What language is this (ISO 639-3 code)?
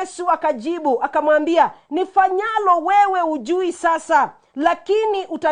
swa